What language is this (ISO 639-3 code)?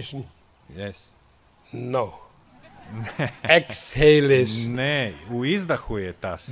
hrv